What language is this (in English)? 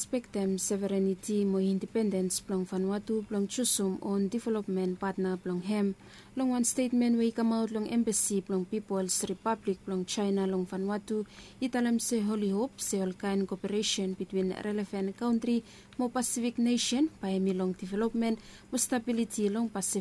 Bislama